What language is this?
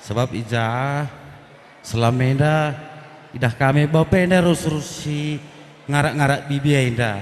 Batak Karo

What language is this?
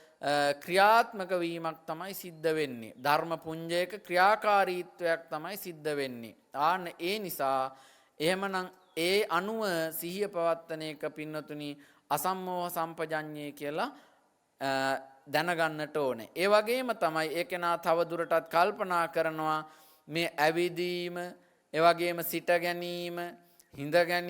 Sinhala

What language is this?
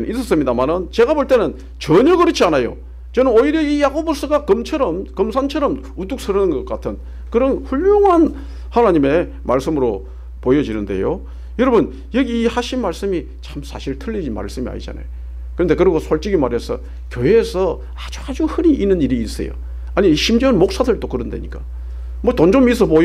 Korean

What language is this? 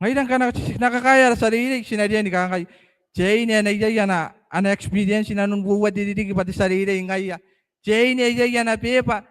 Gilbertese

